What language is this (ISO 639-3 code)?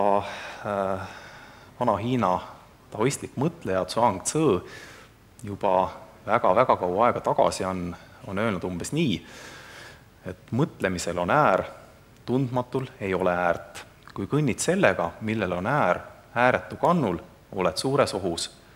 est